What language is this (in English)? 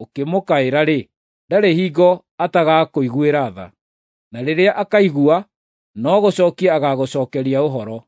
Kikuyu